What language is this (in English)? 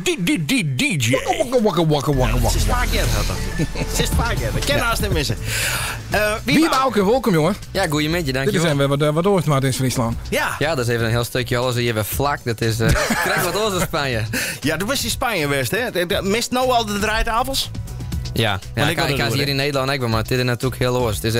Western Frisian